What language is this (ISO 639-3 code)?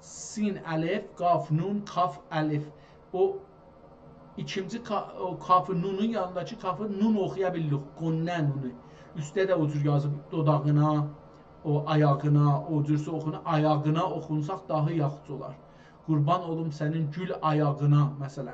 azb